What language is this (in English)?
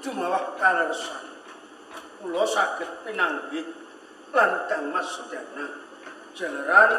Javanese